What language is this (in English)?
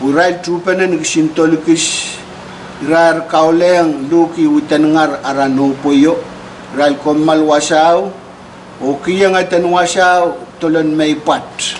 Pohnpeian